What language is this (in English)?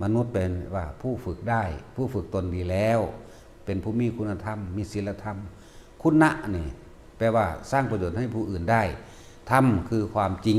Lao